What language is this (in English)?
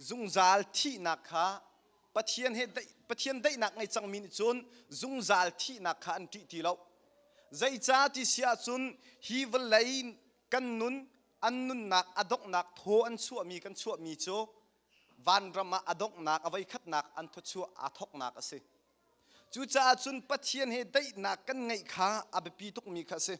Hakha Chin